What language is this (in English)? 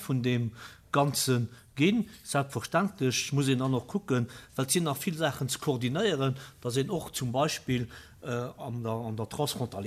Luxembourgish